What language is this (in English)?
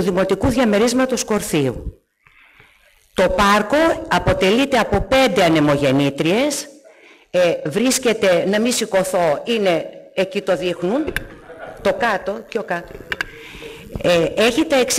Greek